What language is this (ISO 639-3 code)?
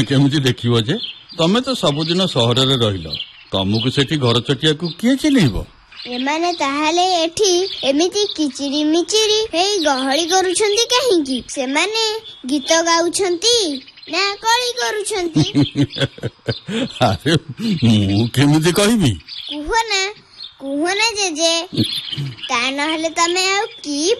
ori